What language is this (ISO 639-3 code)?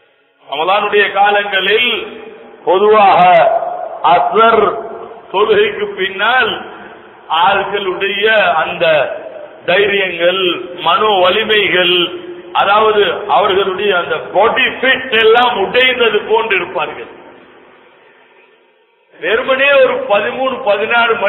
tam